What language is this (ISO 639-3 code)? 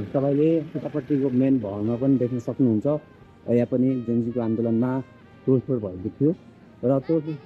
nep